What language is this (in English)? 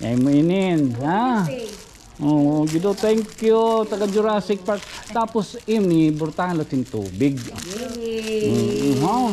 Waray